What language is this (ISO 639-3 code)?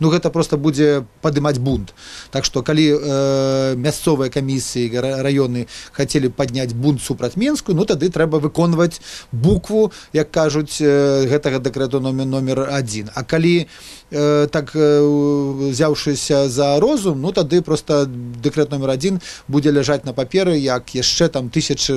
bel